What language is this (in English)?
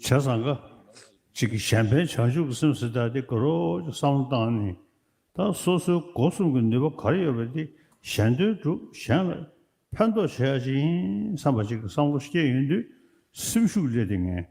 Tibetan